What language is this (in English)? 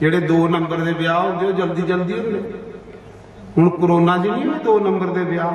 Dogri